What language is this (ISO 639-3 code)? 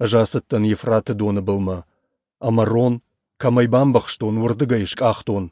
oss